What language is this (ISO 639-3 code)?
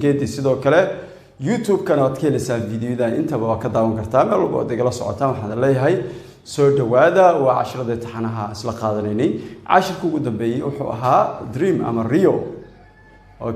som